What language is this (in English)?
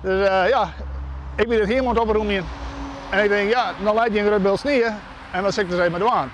Western Frisian